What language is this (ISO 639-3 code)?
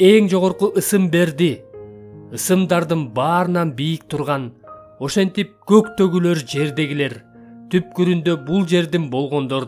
kir